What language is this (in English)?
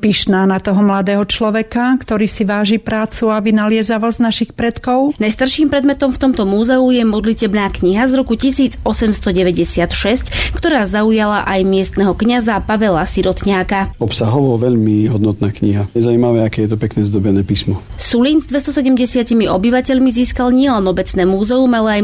Slovak